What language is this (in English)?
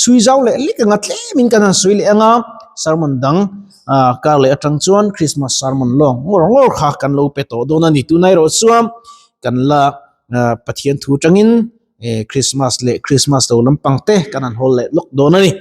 Mizo